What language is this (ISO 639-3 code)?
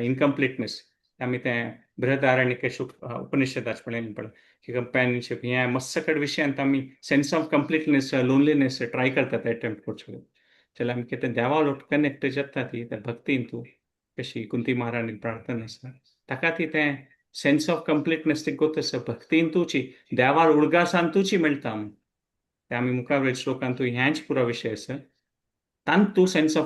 kok